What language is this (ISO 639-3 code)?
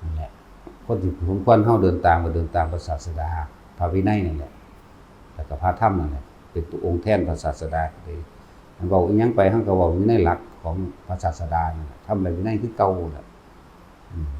tts